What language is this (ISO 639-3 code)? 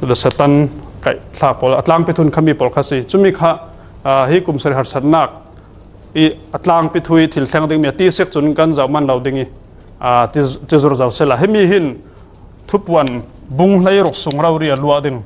cfm